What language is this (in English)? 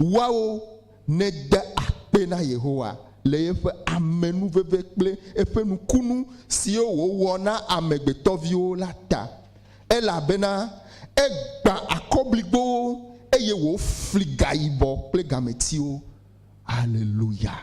Ewe